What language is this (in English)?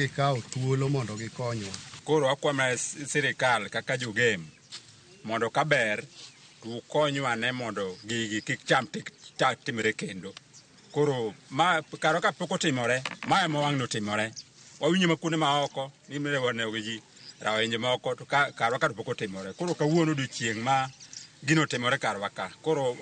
Luo (Kenya and Tanzania)